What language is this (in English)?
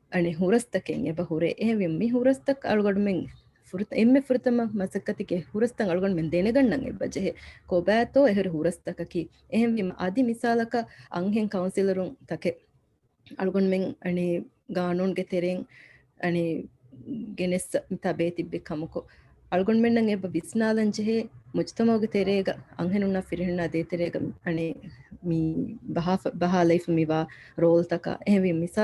Divehi